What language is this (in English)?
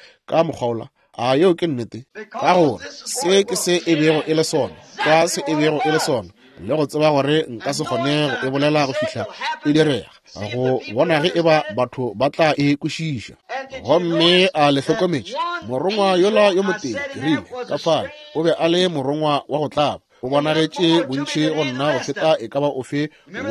Northern Sotho